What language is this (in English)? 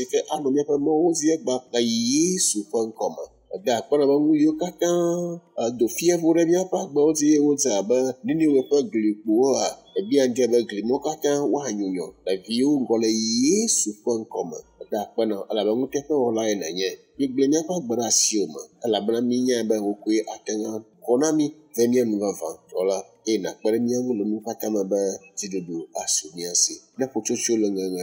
Ewe